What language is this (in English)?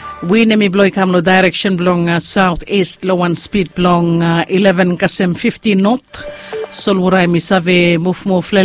Bislama